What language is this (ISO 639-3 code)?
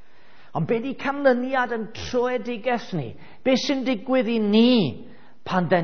cym